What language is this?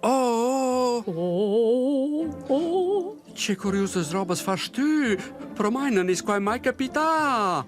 Romansh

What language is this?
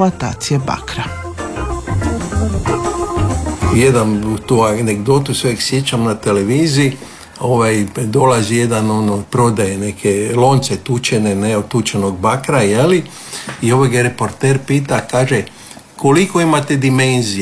Croatian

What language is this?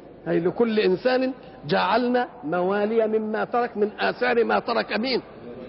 Arabic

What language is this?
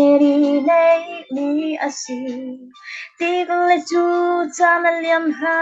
Falam Chin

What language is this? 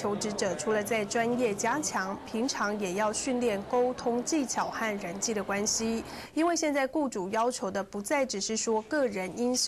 Chinese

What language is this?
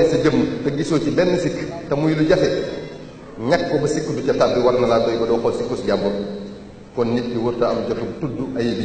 Wolof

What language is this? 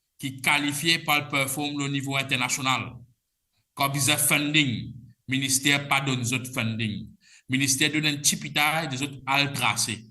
Morisyen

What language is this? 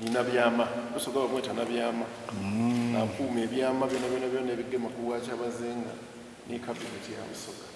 Soga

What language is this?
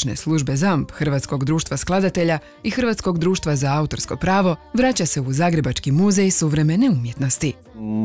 Croatian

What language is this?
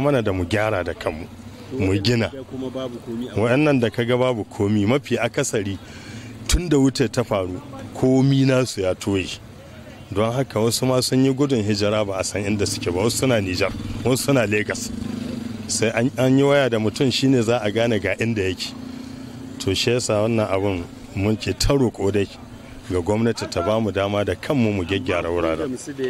Hausa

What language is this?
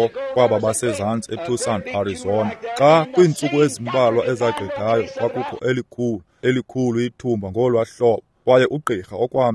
Xhosa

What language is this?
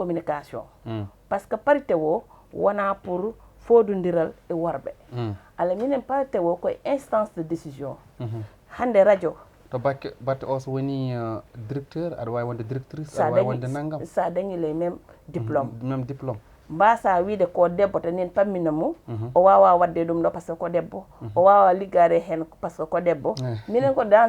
Fula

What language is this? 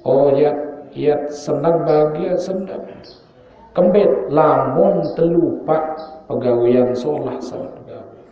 Sasak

